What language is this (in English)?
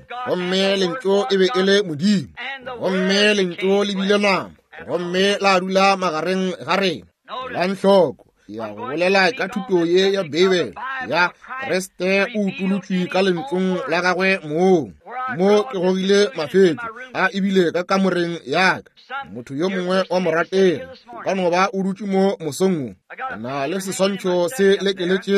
Northern Sotho